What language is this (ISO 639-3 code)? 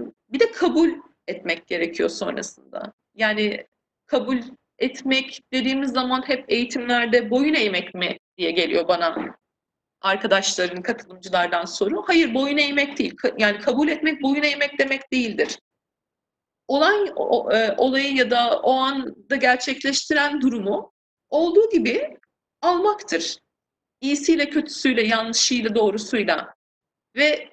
tur